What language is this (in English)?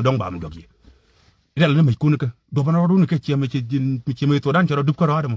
Nuer